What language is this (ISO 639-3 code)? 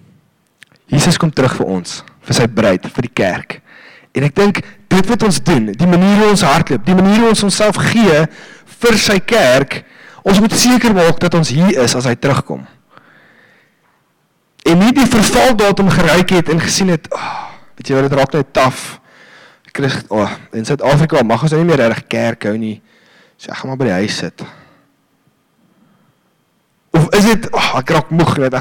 afr